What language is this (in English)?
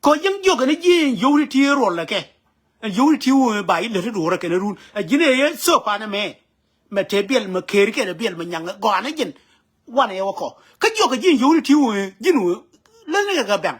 Nuer